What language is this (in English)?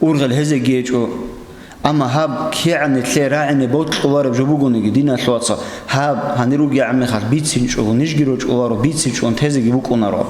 Avaric